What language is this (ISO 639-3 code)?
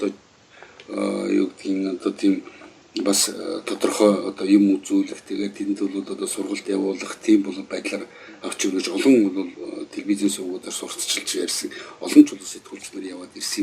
mon